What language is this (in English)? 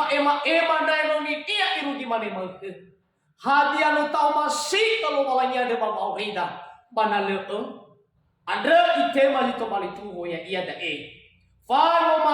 Nias